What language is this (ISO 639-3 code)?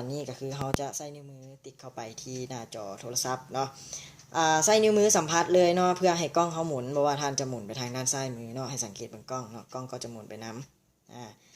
lao